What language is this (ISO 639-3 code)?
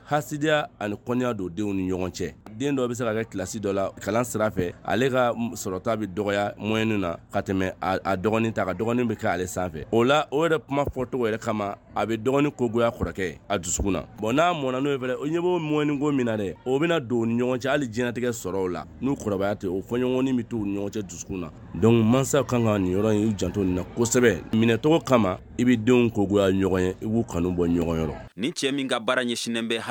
bam